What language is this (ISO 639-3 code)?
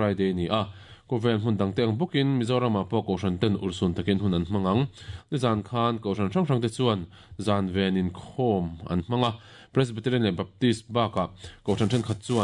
lus